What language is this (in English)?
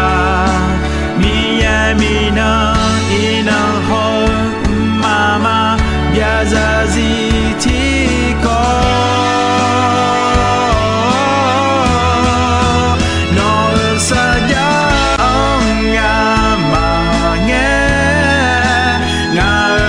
Akha